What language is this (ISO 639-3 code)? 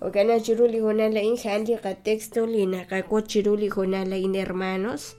kek